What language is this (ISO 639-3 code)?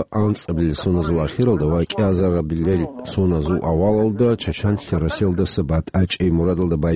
ava